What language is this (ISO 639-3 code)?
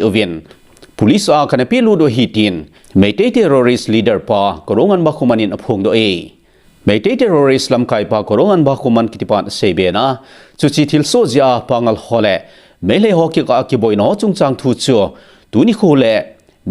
tcz